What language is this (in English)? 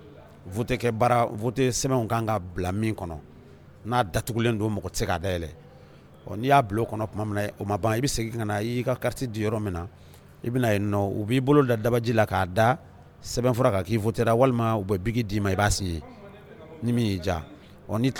Bambara